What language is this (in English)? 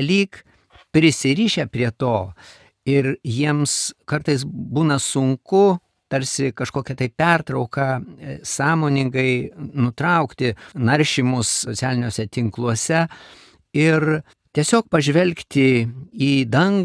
Lithuanian